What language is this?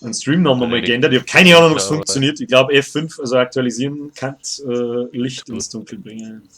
Bavarian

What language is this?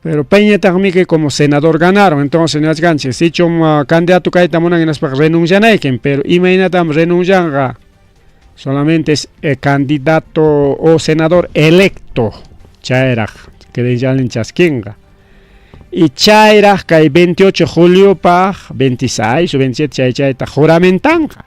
Ayacucho Quechua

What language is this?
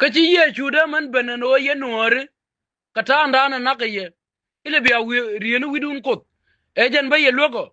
Nuer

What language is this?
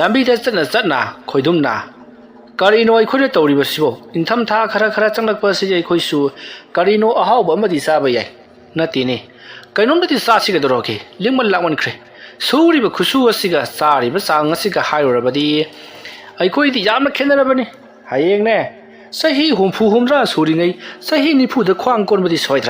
Manipuri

